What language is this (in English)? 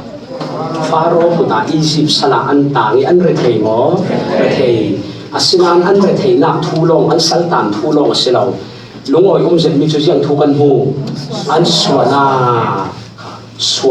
Falam Chin